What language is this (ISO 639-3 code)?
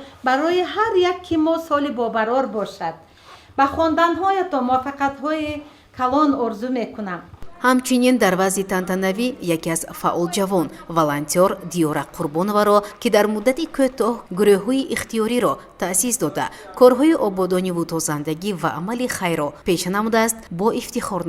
tgk